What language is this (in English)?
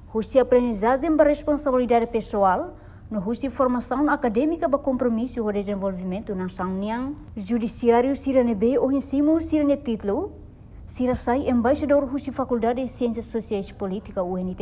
Tetum